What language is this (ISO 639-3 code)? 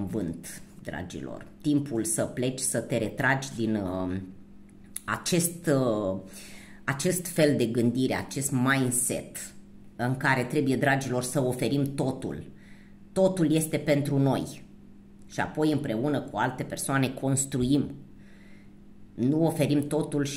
ron